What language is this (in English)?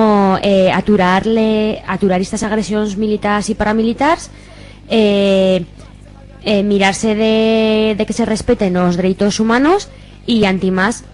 Aragonese